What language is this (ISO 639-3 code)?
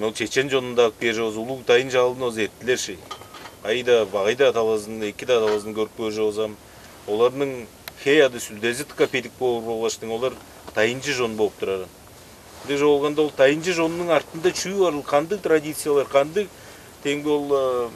tyv